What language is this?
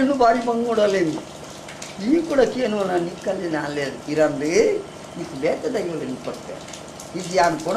Tulu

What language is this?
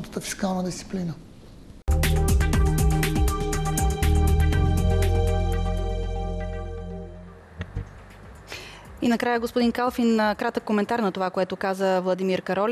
Bulgarian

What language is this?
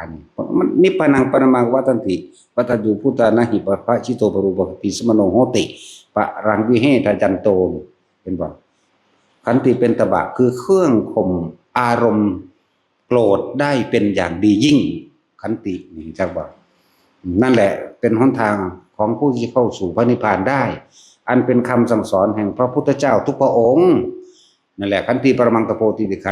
Northeastern Thai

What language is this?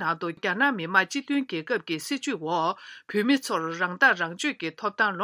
Tibetan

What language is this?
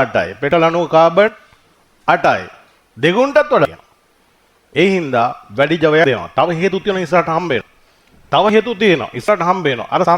Sinhala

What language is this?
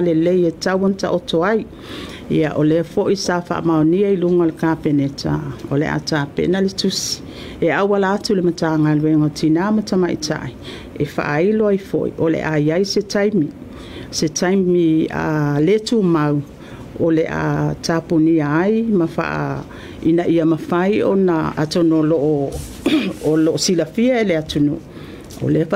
Samoan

